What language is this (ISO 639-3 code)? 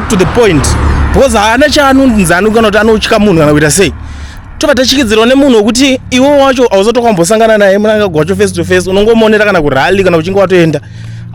sna